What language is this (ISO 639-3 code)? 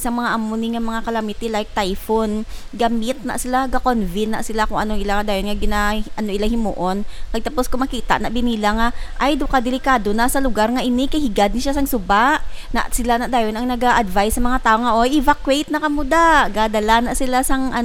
hil